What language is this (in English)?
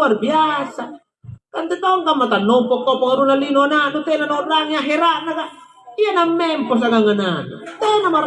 Makasar